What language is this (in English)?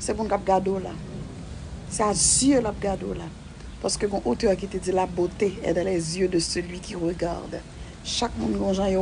Haitian Creole